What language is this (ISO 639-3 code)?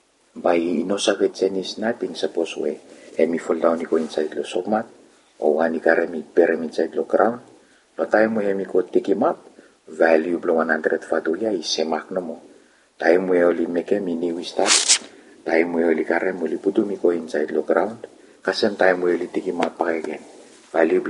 bis